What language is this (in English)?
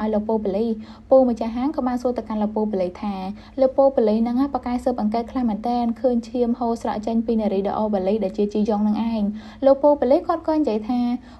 Khmer